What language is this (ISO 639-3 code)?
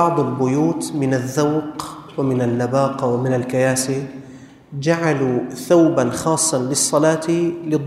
ara